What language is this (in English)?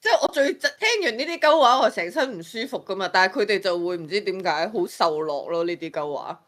Cantonese